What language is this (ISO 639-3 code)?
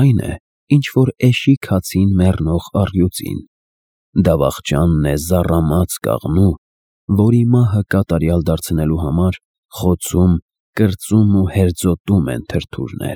hye